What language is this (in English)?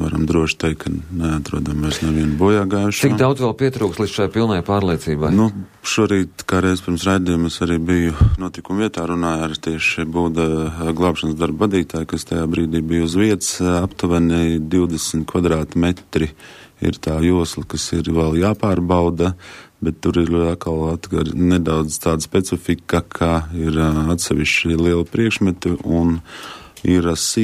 Latvian